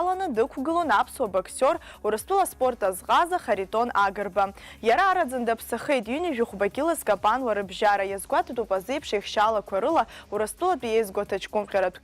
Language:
Abkhazian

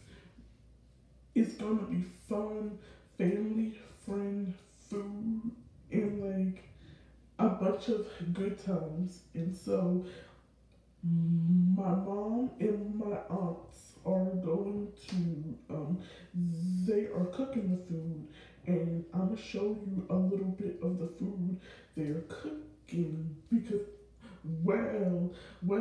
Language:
English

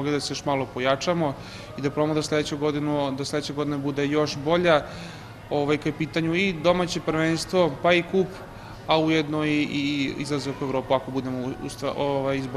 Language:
Serbian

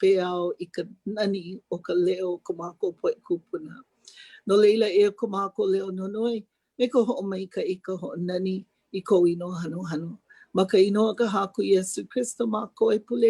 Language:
Hawaiian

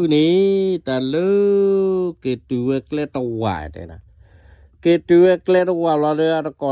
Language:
S'gaw Karen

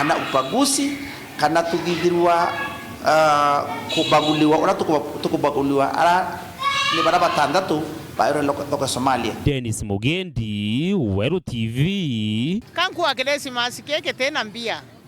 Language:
Meru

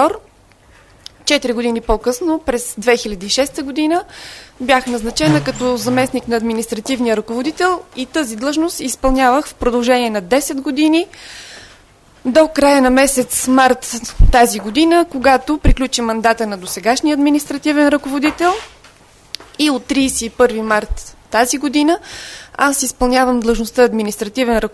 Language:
Bulgarian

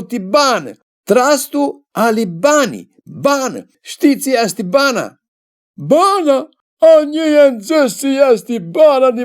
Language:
Aromanian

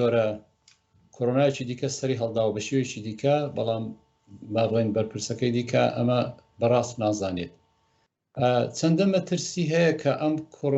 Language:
Central Kurdish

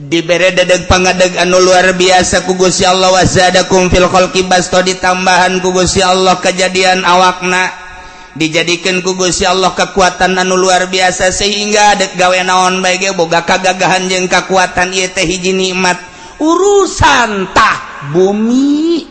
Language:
Sundanese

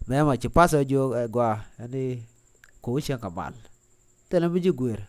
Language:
Nuer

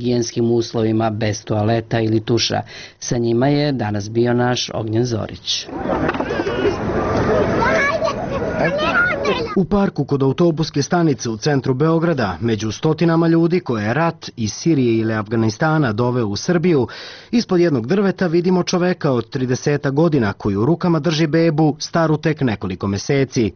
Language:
Serbian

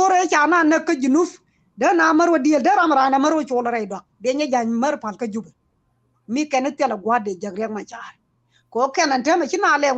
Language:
Nuer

